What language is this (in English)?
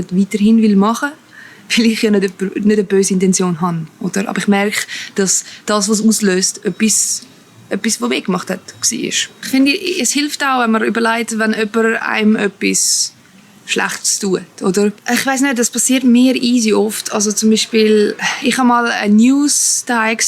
Swiss German